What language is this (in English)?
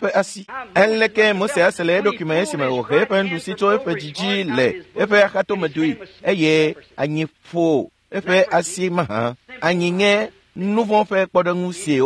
Ewe